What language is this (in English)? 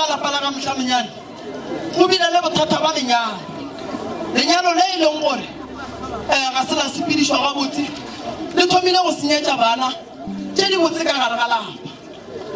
Northern Sotho